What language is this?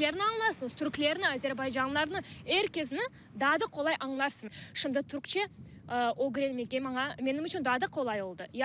Crimean Tatar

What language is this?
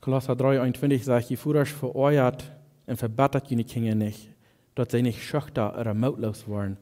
Plautdietsch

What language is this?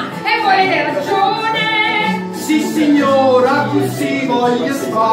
Neapolitan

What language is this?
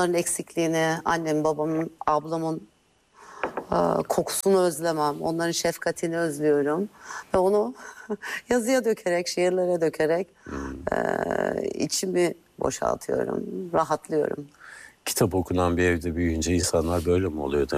Turkish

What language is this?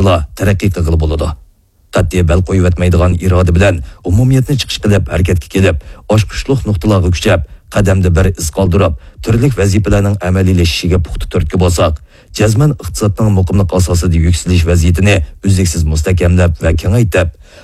Uyghur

